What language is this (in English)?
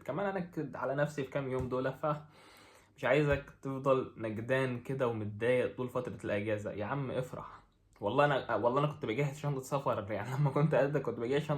Egyptian Arabic